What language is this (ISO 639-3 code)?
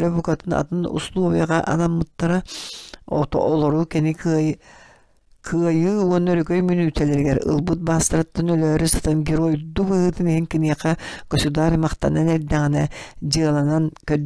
sah